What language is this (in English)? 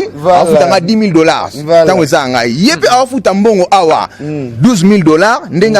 Lingala